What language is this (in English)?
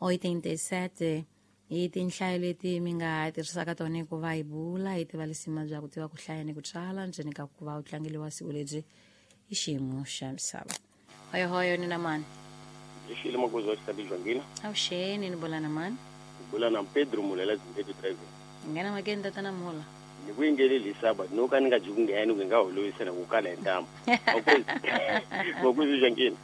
Tsonga